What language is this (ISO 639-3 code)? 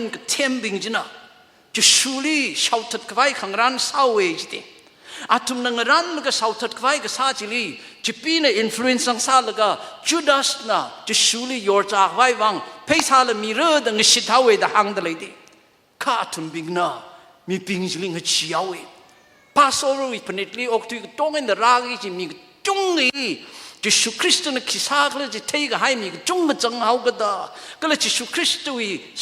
nmf